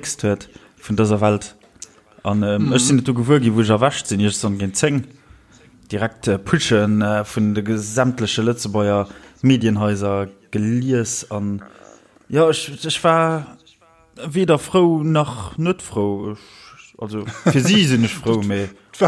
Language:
Luxembourgish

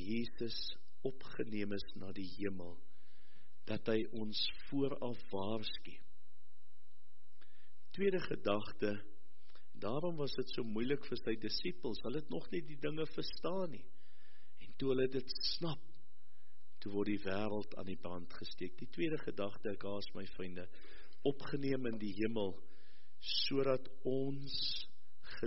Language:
Afrikaans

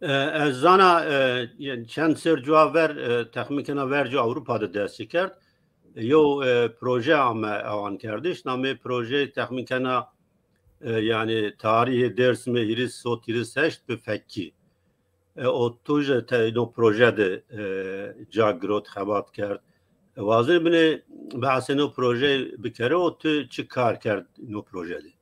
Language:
Zaza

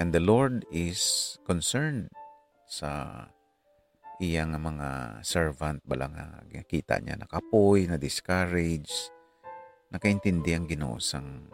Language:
Hiligaynon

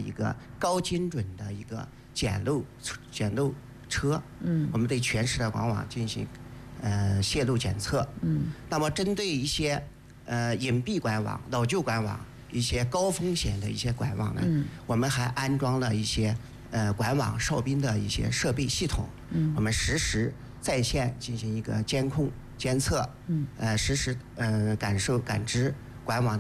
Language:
Chinese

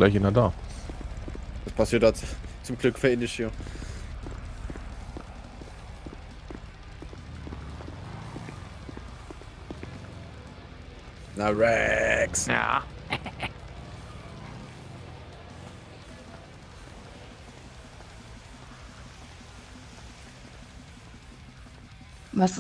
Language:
German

